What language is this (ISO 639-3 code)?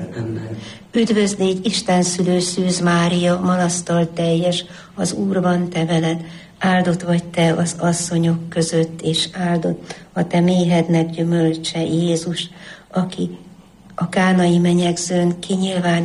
hun